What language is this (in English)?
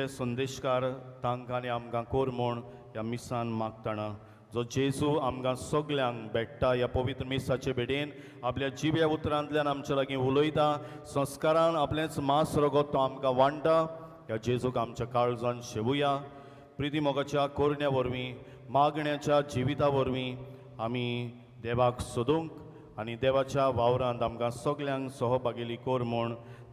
Konkani